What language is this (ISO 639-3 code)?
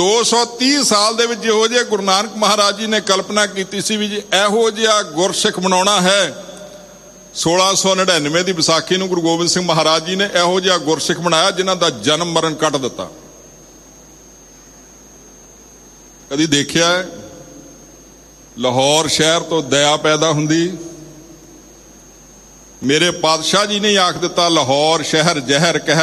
pan